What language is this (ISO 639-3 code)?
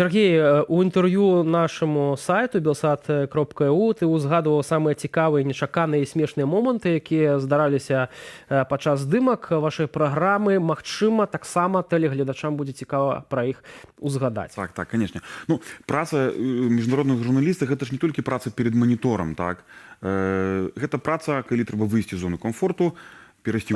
bel